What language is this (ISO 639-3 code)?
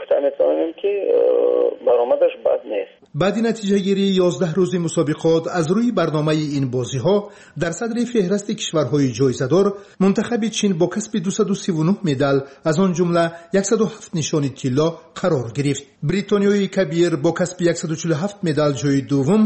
tgk